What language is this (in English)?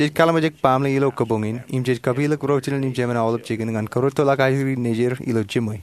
Marshallese